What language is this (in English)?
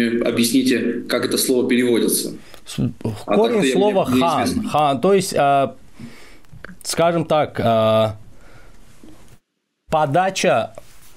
Russian